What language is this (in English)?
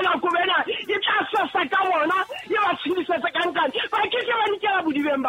Southern Sotho